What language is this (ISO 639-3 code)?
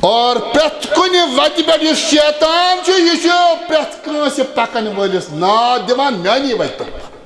kas